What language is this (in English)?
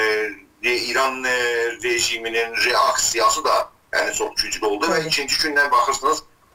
South Azerbaijani